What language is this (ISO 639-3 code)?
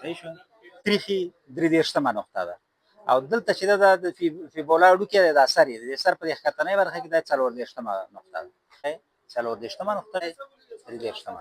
pus